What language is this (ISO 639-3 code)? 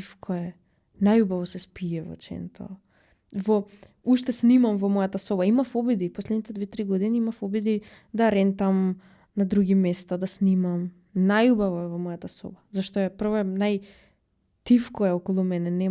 mkd